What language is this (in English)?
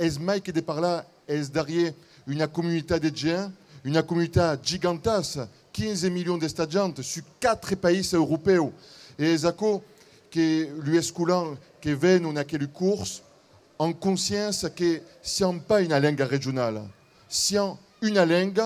Occitan